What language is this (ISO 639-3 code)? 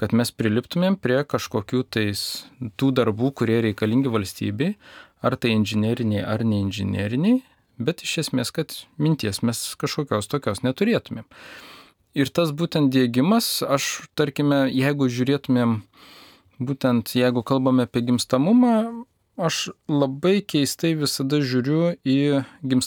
lit